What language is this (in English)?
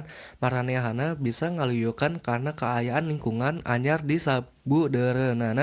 Sundanese